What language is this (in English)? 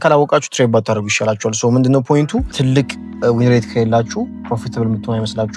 Amharic